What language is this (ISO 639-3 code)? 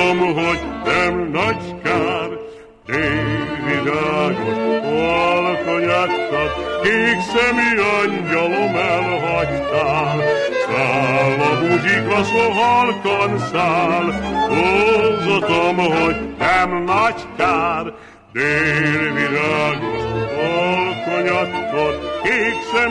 hun